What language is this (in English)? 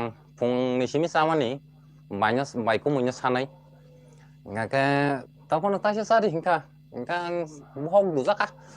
Kok Borok